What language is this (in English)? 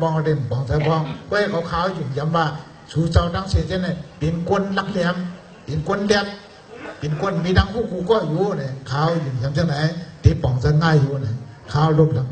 Shan